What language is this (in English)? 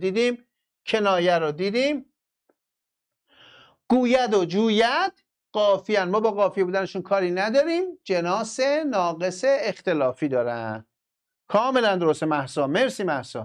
Persian